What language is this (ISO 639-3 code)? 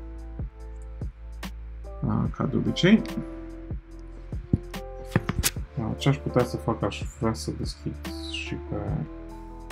ron